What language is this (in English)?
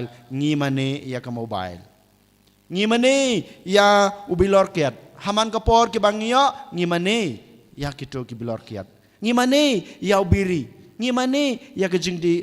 Khasi